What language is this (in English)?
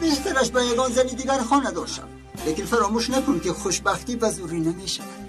Tajik